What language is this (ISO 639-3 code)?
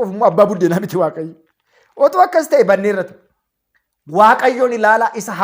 orm